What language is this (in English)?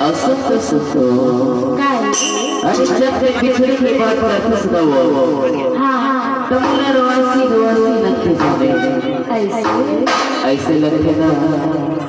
Chhattisgarhi